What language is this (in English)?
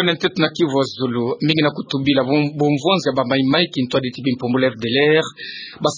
Kituba (Democratic Republic of Congo)